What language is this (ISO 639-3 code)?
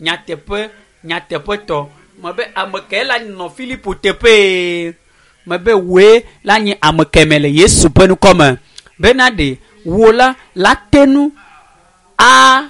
ewe